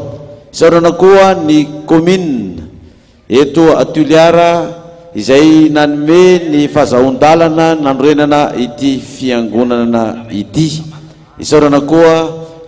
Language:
Malagasy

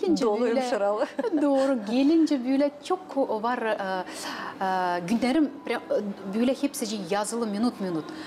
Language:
Gagauz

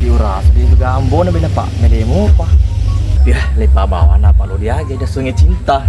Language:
Buginese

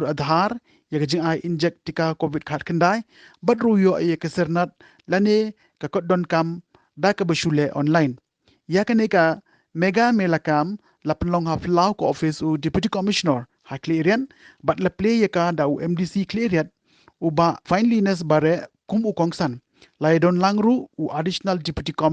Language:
Khasi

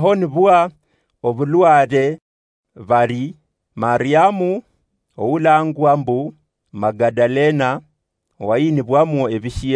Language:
Luyia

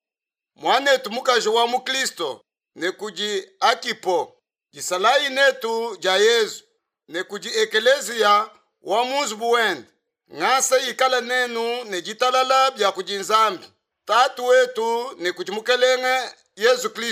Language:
Luba-Lulua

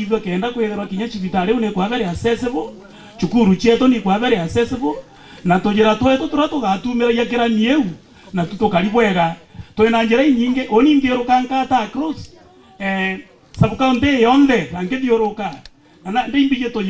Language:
Meru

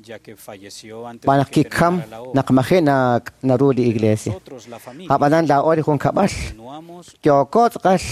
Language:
Kekchí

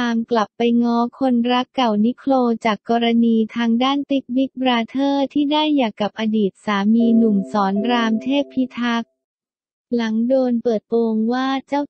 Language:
Thai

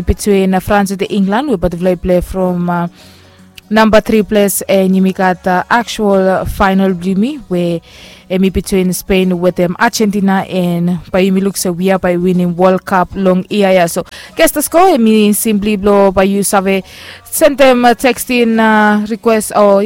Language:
Bislama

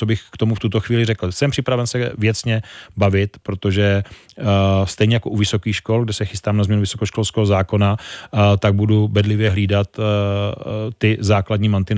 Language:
Czech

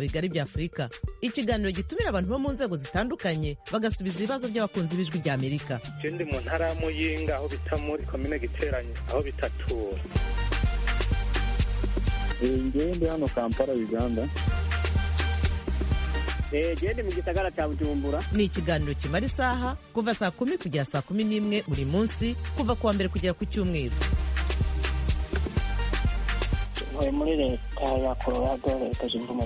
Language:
Kinyarwanda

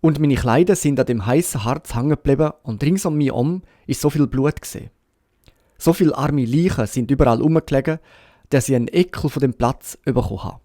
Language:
Swiss German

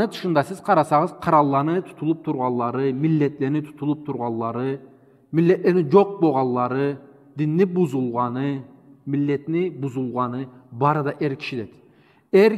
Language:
Karachay-Balkar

